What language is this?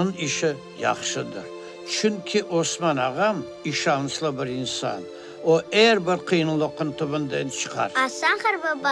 Crimean Tatar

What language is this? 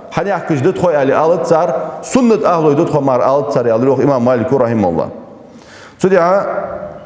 Ingush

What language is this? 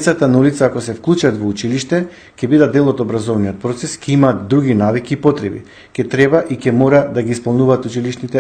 Macedonian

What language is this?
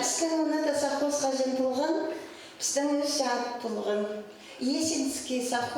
Khakas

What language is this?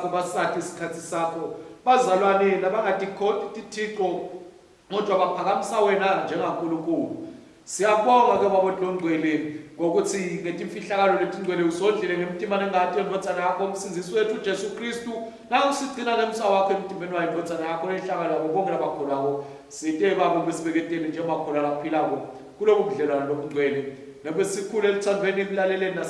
Swati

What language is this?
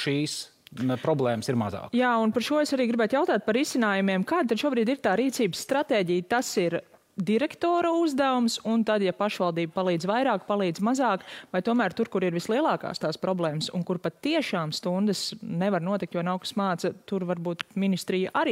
Latvian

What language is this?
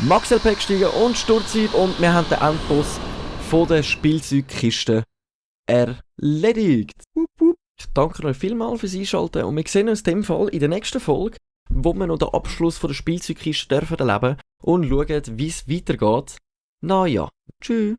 Swiss German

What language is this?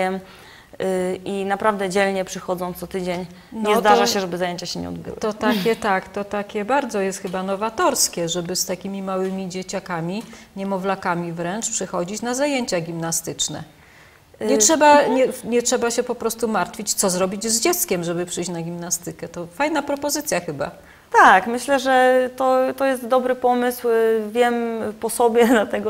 Polish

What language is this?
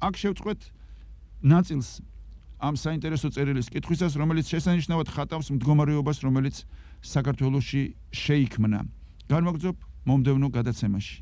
Georgian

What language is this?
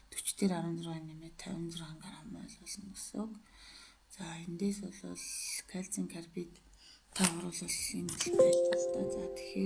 Mongolian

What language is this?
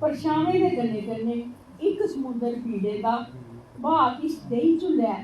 Dogri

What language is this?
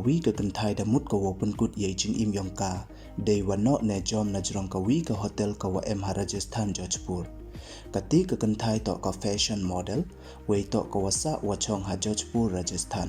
Pnar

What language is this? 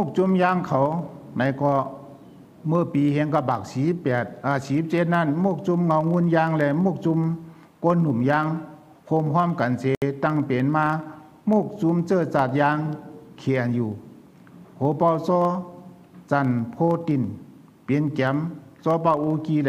Shan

